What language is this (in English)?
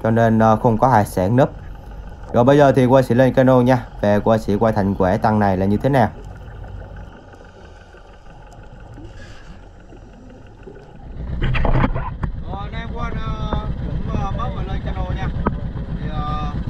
Vietnamese